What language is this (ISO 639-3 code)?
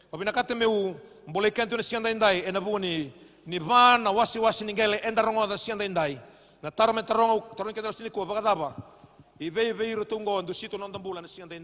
fij